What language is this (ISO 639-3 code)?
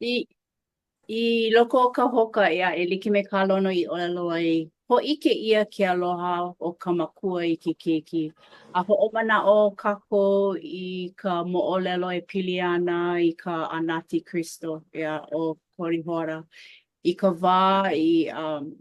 haw